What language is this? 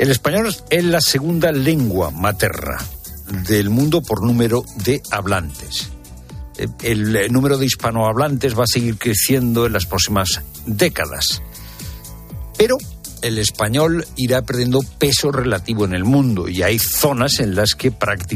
Spanish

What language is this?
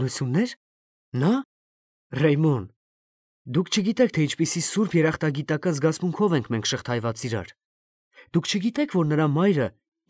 Armenian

